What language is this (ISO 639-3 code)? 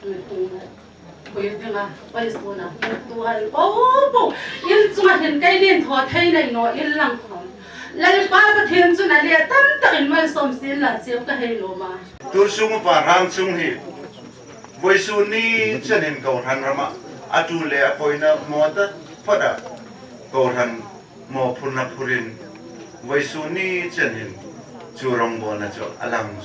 hmr